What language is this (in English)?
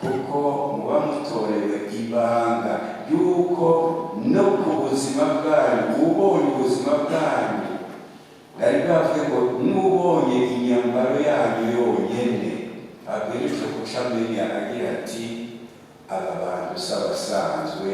Rundi